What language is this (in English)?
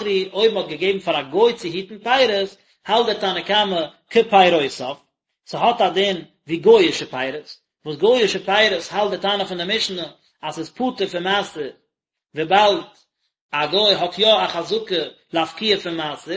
Yiddish